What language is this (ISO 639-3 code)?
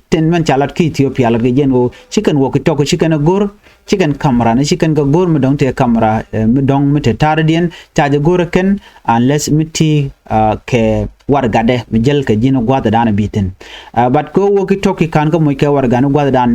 nus